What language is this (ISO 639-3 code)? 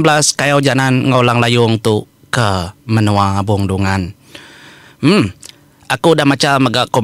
iba